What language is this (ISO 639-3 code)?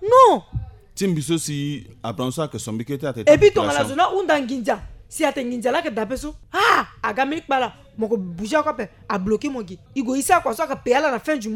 sag